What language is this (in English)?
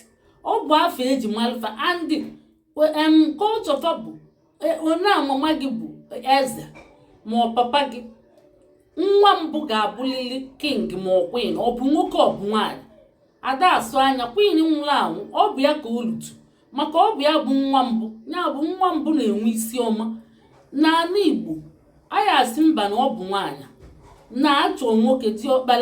Igbo